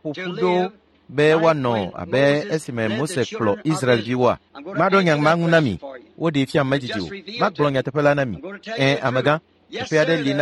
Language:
Ewe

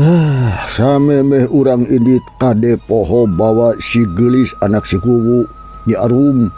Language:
Sundanese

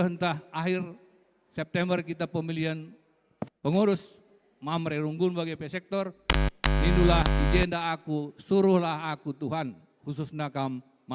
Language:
Batak Karo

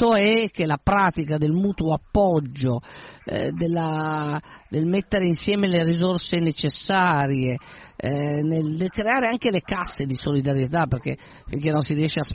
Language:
Italian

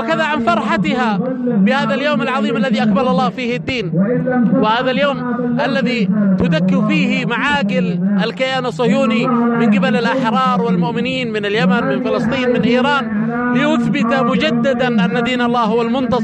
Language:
Arabic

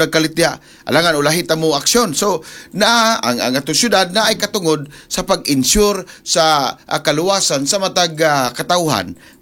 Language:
Cebuano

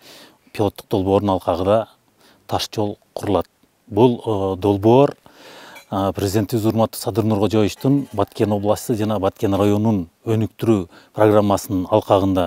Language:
Kyrgyz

